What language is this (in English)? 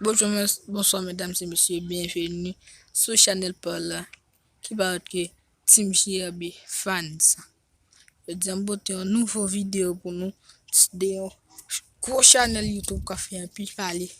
Haitian Creole